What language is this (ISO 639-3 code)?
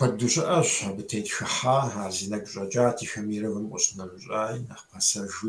kbd